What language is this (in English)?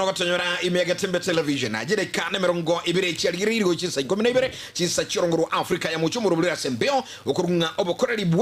Gusii